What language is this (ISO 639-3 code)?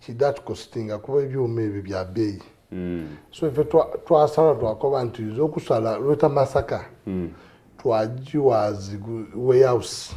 xog